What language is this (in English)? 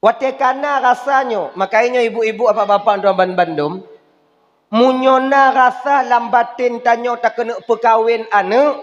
Achinese